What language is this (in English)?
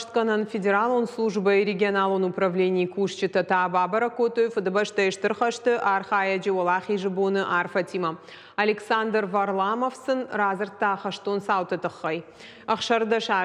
Ossetic